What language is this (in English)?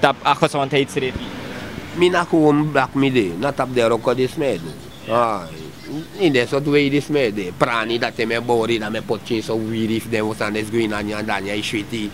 Sranan Tongo